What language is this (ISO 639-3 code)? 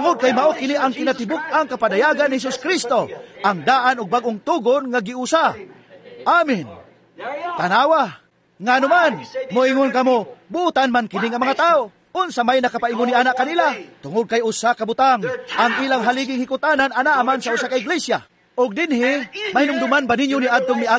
ceb